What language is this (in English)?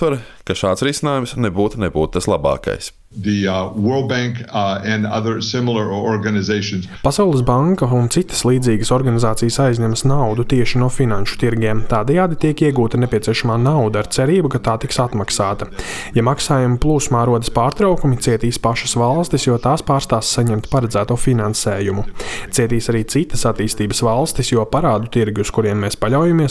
Latvian